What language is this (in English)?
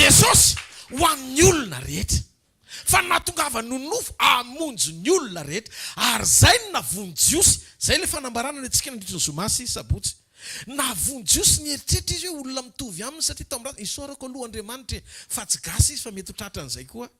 Malagasy